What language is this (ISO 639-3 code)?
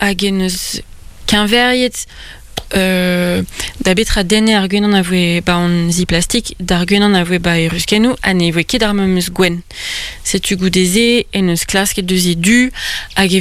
bre